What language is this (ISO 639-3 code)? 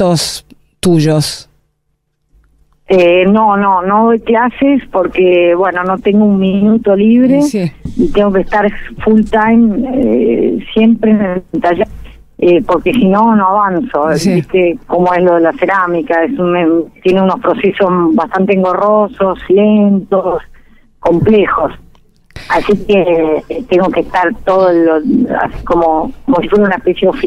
spa